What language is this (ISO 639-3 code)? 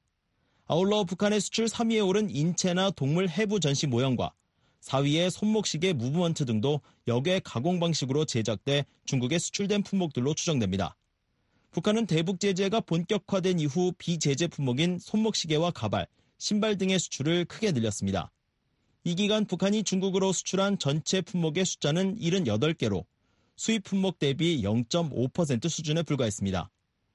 kor